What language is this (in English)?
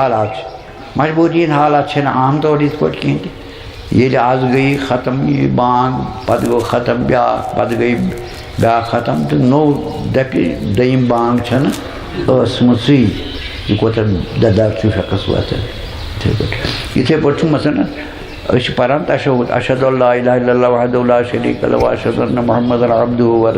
Kashmiri